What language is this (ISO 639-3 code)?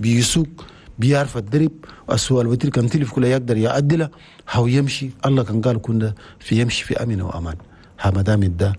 shu